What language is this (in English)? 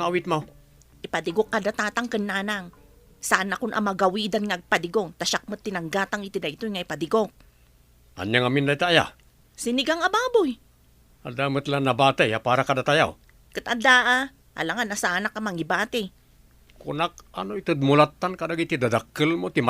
Iloko